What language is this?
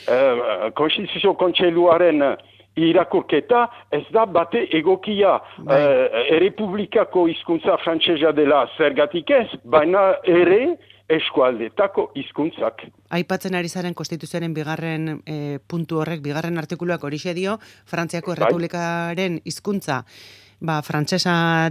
Basque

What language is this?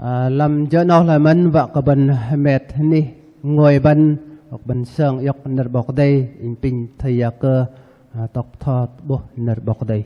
Bahnar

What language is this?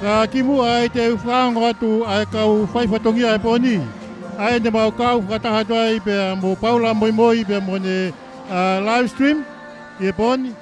Tongan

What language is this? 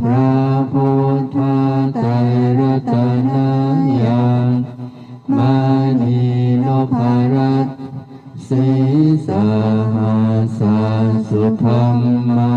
Pali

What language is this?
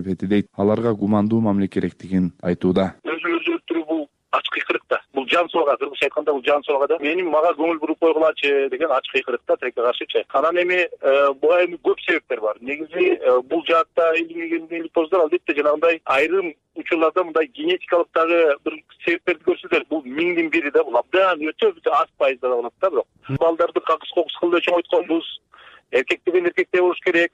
Kyrgyz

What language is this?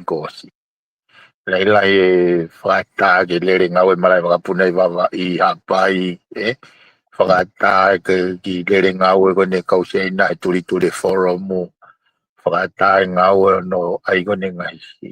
Tongan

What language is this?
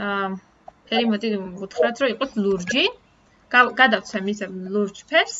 Georgian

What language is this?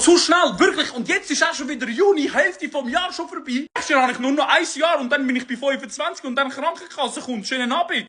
Swiss German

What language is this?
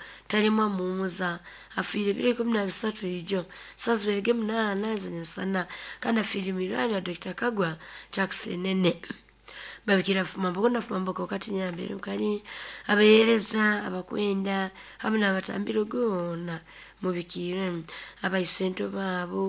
Nyoro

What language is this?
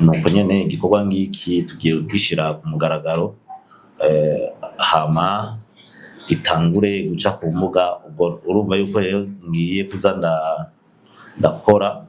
Rundi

